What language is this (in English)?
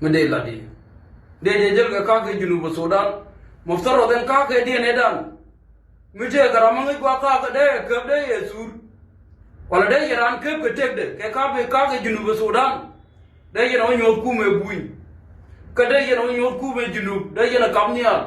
Nuer